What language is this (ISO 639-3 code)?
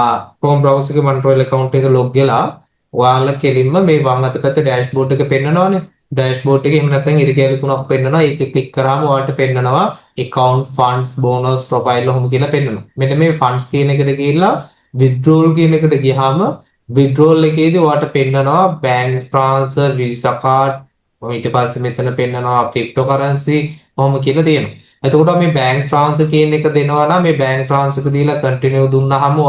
sin